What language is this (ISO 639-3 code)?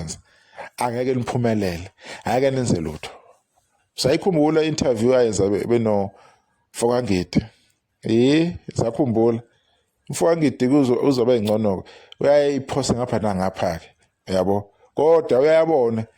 zul